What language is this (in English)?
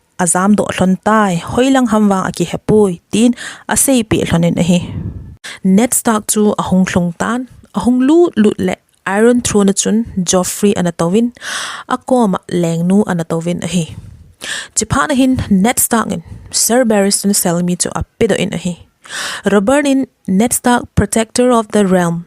Thado Chin